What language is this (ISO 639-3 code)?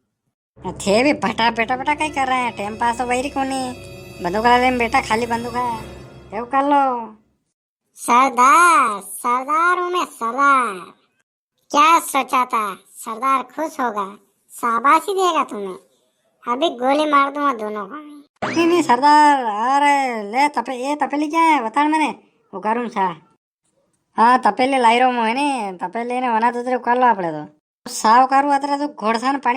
raj